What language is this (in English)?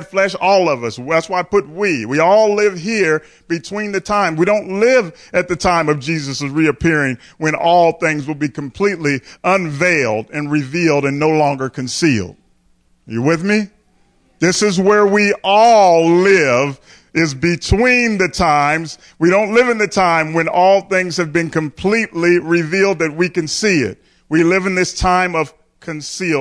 English